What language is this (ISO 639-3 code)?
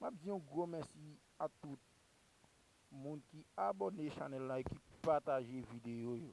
hat